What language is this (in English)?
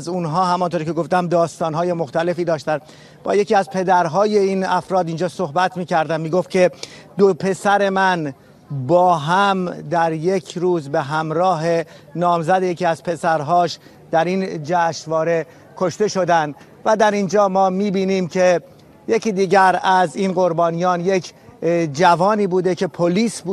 Persian